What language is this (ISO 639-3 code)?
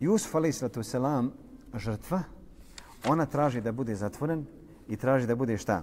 bos